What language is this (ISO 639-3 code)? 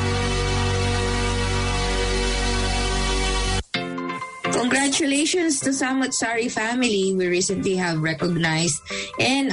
fil